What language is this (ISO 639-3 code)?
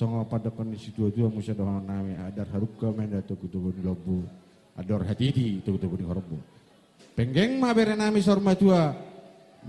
bbc